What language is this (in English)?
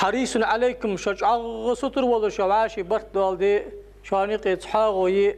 Ingush